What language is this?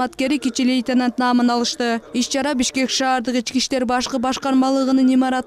Kyrgyz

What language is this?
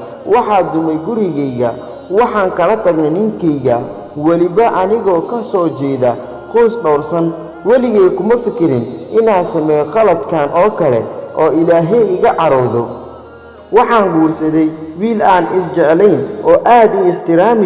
Somali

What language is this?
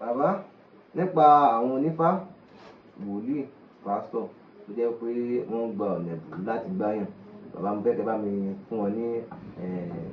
Yoruba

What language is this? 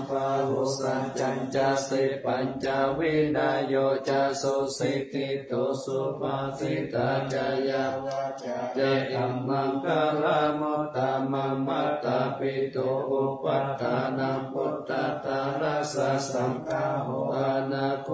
Pali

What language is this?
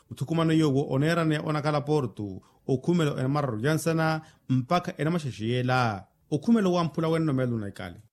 Makhuwa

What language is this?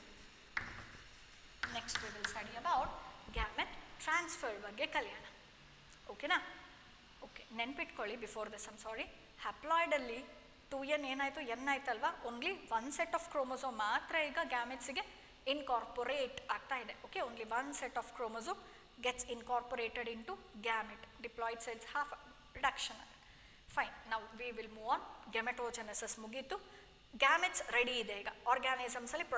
Kannada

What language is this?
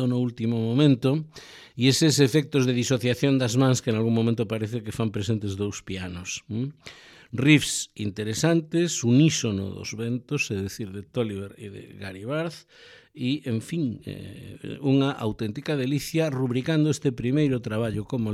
Galician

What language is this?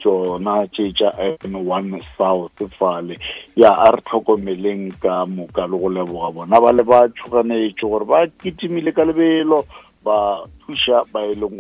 Northern Sotho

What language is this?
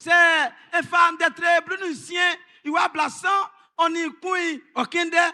Baoulé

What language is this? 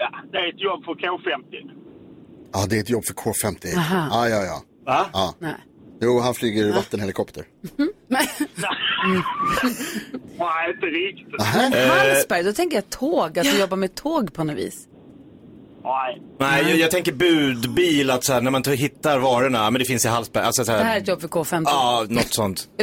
Swedish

